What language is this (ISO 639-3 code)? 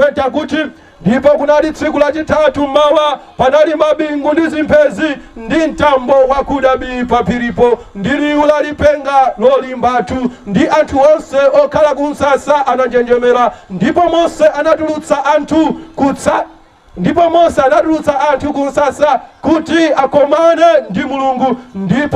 nya